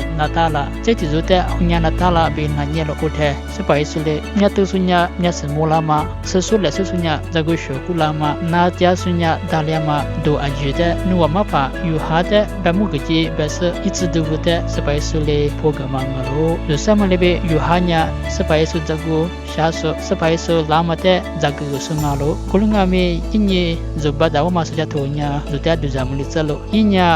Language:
Lisu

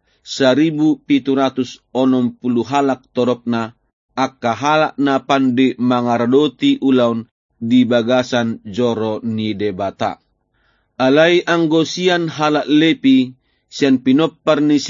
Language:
Batak Toba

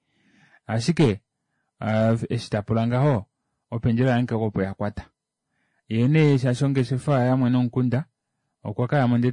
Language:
Kuanyama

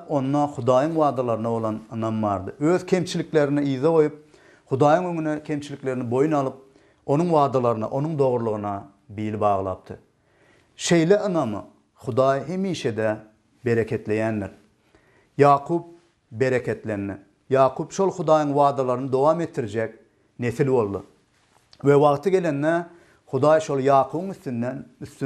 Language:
Turkmen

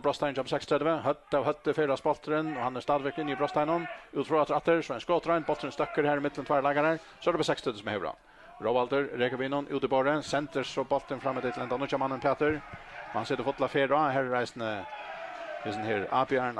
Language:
Faroese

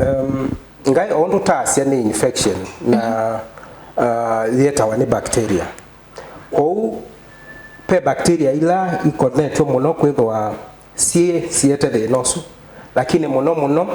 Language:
Kamba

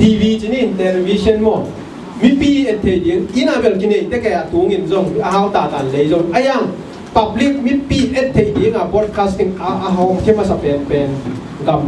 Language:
Tedim Chin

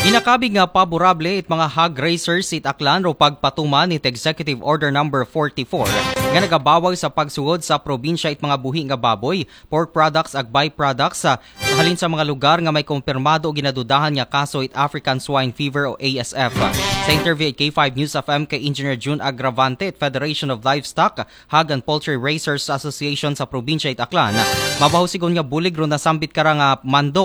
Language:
Aklanon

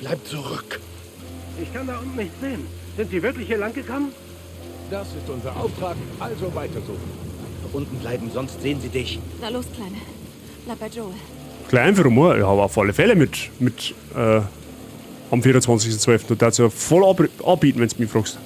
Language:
Bavarian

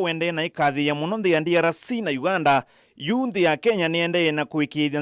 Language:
Kamba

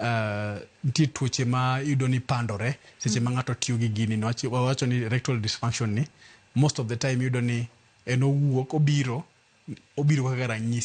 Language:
Luo (Kenya and Tanzania)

